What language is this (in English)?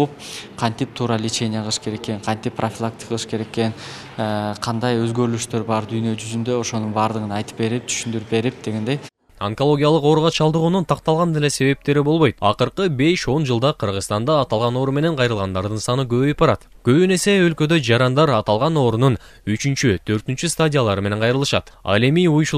Kyrgyz